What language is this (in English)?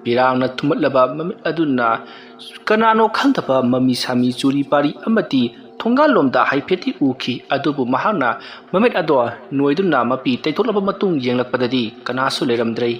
Manipuri